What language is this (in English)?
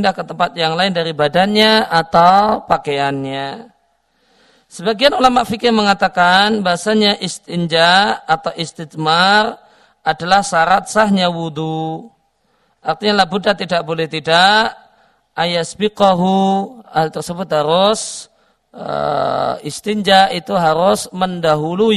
Indonesian